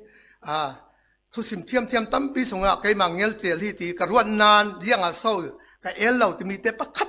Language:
Falam Chin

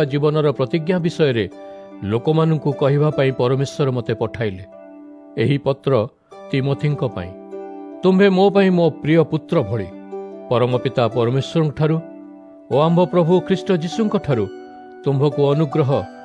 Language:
Odia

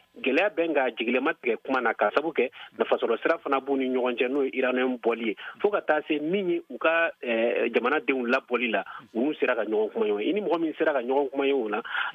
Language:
Bambara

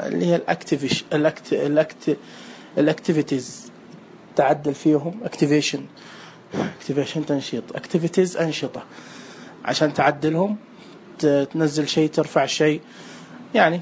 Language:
Najdi Arabic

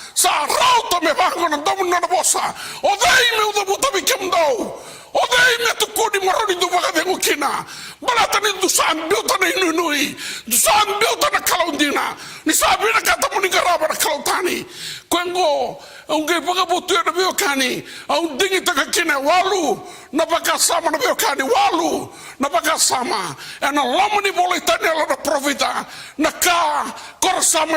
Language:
Fijian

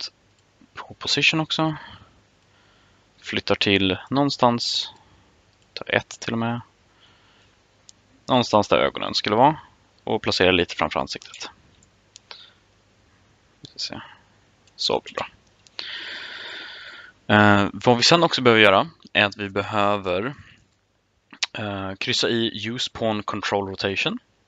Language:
Swedish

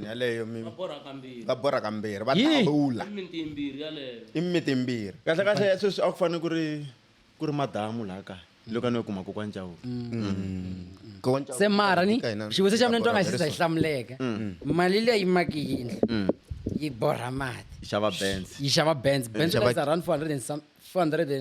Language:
Tsonga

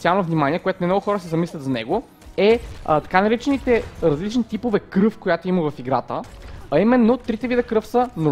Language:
Bulgarian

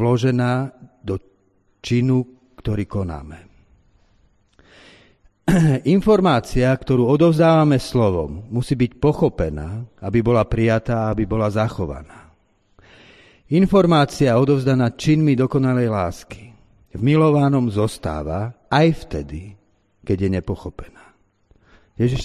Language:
Slovak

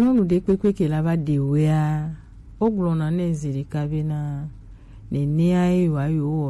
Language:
Gen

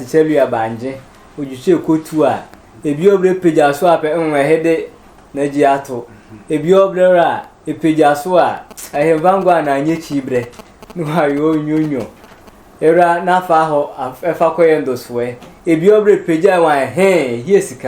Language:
Sehwi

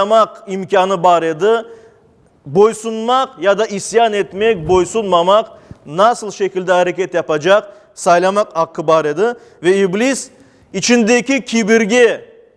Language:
Crimean Tatar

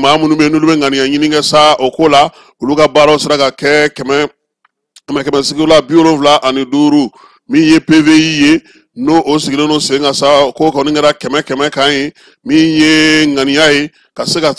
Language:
Bambara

